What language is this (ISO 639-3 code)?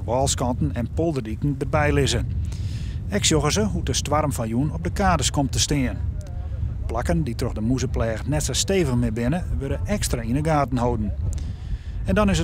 fry